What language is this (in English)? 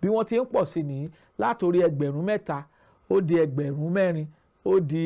Yoruba